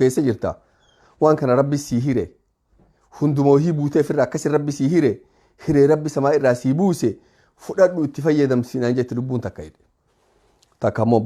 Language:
Oromo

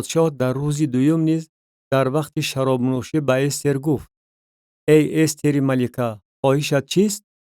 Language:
Tajik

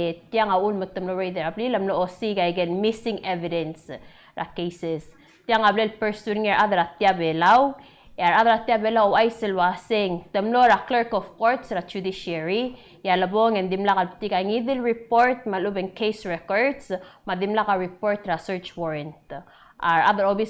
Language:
Palauan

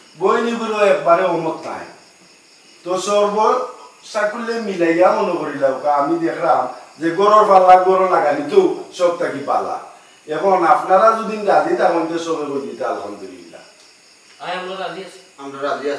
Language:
Sylheti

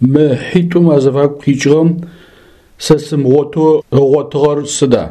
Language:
Adyghe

